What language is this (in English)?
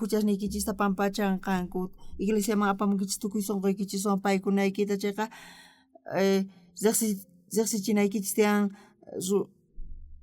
South Bolivian Quechua